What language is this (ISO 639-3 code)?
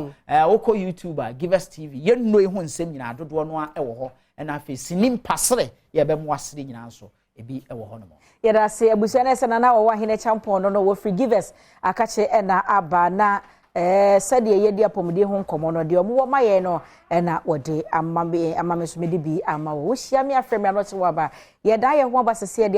aka